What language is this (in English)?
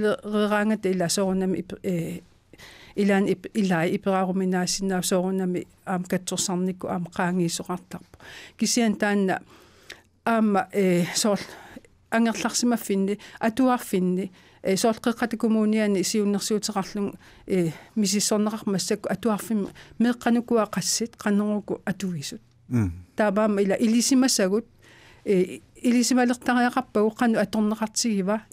Kalaallisut